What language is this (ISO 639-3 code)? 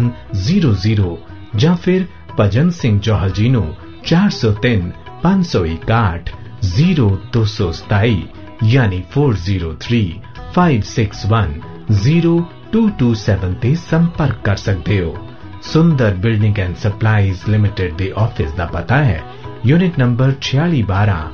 pan